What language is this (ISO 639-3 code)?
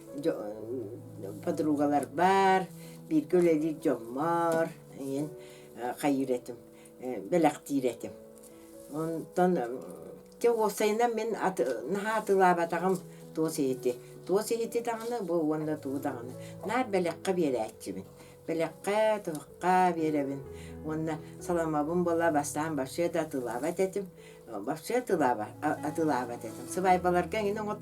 sah